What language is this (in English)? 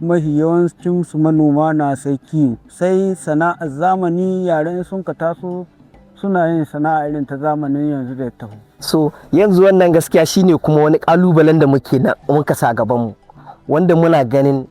Hausa